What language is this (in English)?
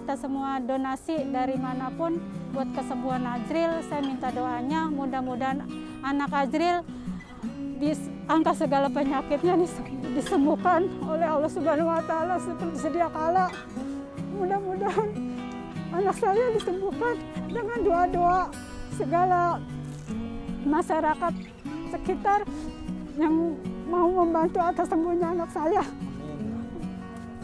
Indonesian